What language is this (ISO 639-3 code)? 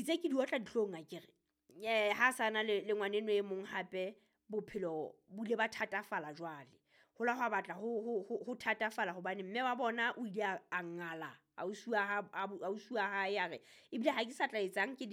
sot